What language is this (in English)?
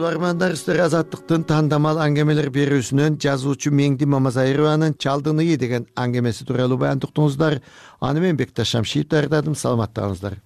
Kyrgyz